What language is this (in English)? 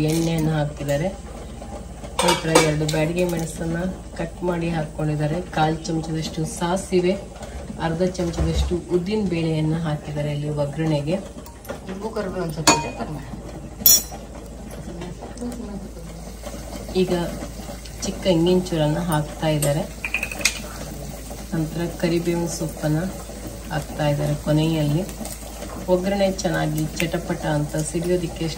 Kannada